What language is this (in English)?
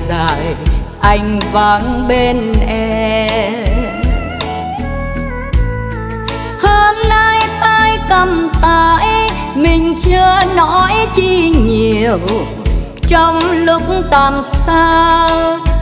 Vietnamese